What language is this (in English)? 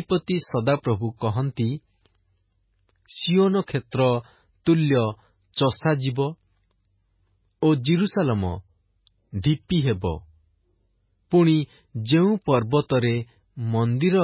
Odia